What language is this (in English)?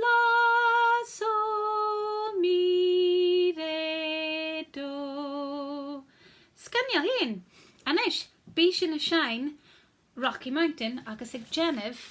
Scottish Gaelic